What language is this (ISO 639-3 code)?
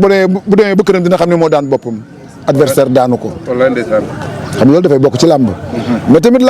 wol